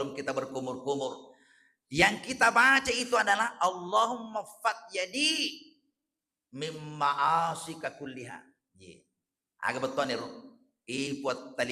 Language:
Buginese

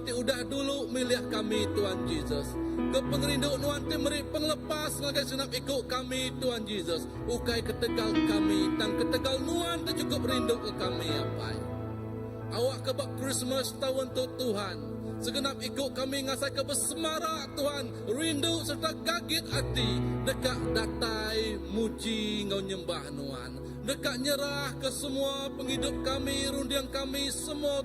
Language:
Iban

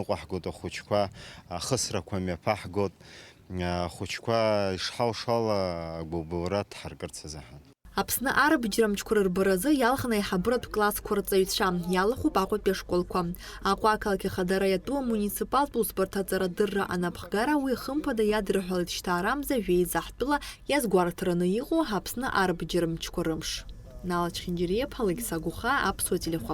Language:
Abkhazian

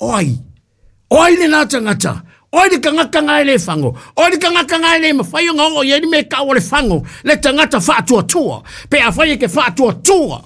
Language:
Samoan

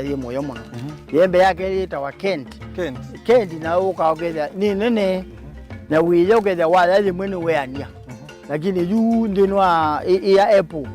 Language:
Kamba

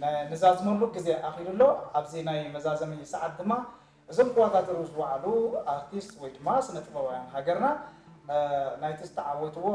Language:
Tigrinya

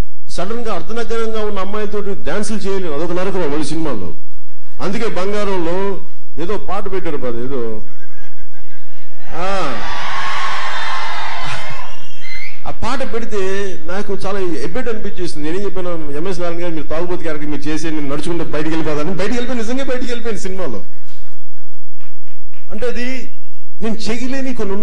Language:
Telugu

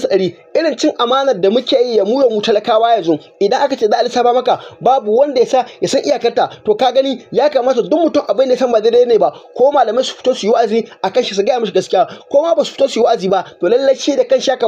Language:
Hausa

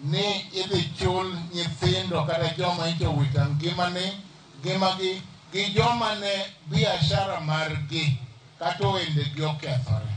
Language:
Luo (Kenya and Tanzania)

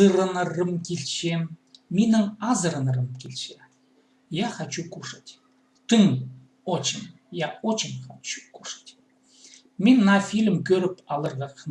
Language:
Khakas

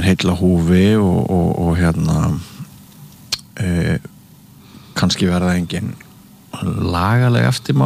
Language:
Icelandic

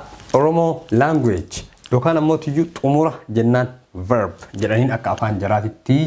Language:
Oromo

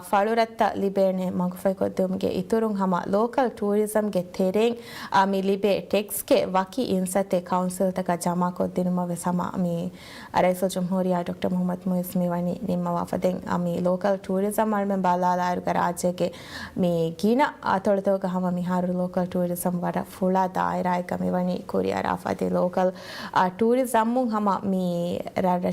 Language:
Divehi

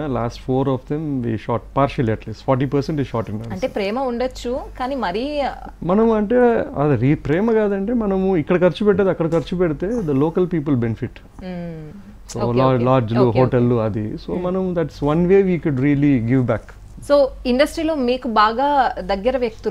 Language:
Telugu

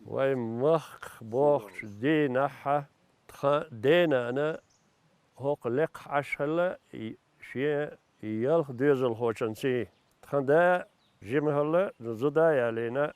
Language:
Chechen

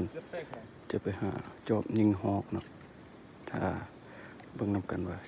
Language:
Lao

